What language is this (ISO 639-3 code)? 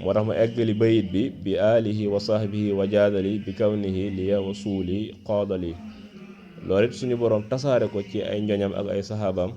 wol